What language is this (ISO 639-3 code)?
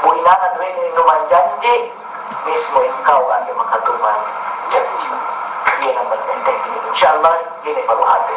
yka